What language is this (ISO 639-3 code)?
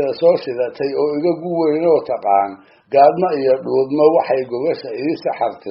som